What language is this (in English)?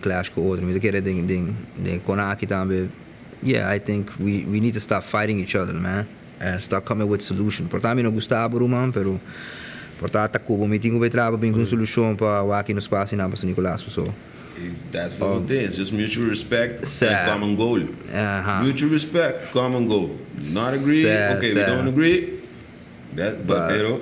Papiamento